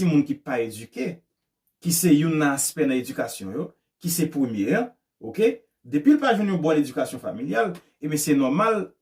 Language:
Haitian Creole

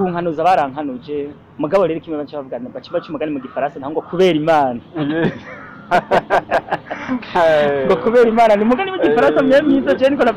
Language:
Rundi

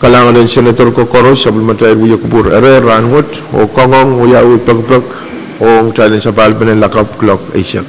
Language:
Pohnpeian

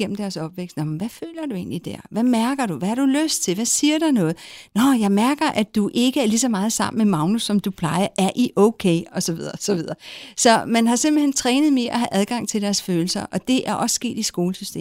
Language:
Danish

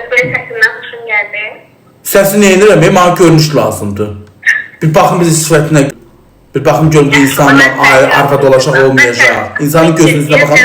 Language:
Azerbaijani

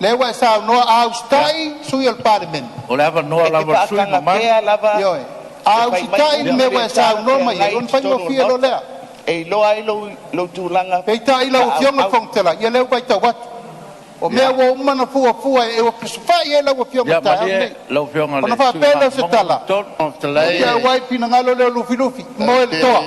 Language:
Samoan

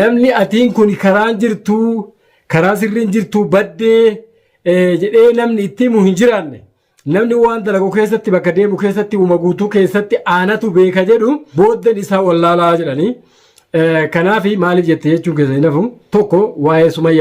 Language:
Oromo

